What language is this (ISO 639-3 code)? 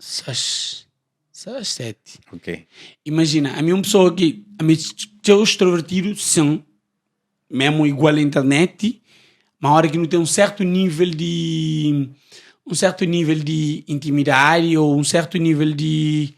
kea